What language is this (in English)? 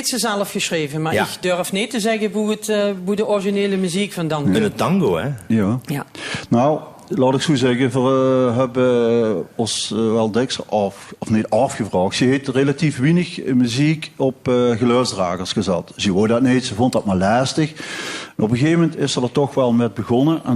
Limburgish